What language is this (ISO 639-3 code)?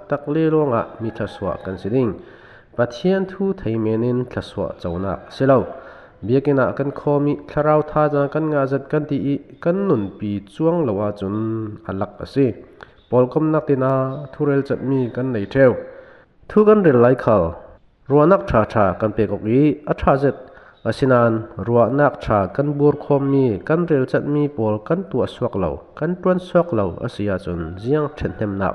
cfm